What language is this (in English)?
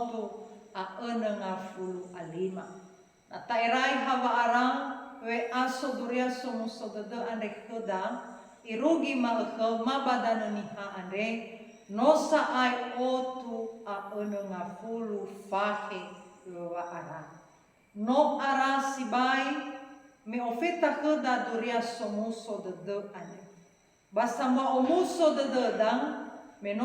Nias